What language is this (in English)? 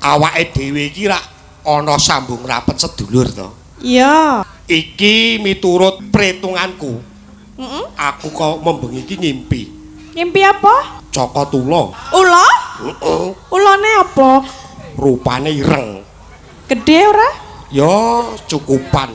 Javanese